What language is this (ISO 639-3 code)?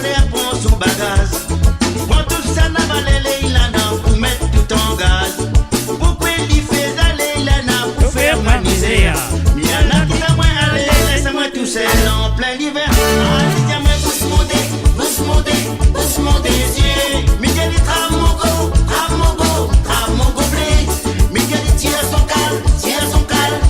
mfe